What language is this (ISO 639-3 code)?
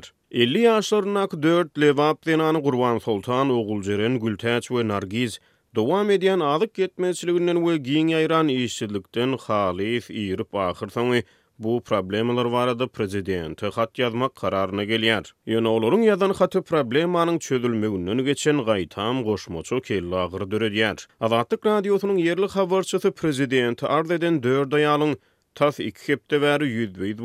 tuk